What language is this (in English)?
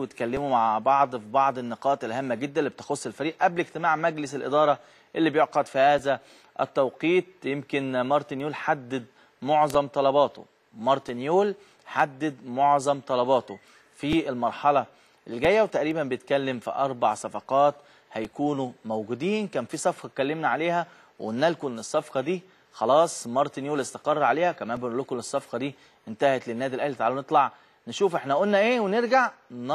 Egyptian Arabic